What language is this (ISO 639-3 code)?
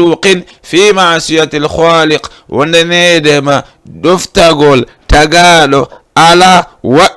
ful